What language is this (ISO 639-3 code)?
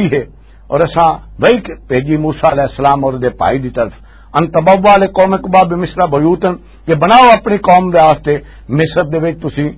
lah